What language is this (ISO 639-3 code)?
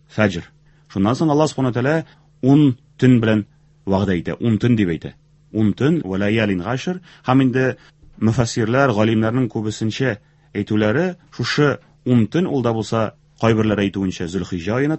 tat